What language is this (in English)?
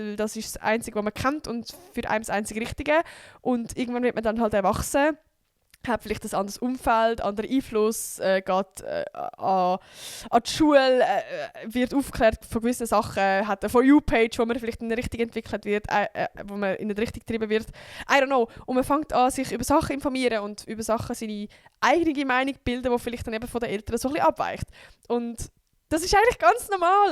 Swiss German